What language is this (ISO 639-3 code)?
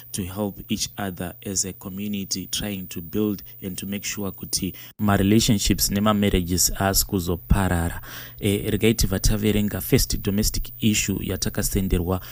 sna